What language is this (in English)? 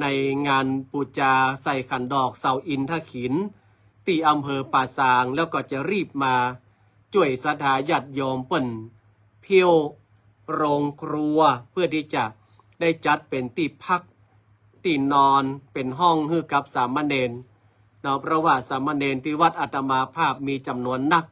Northern Thai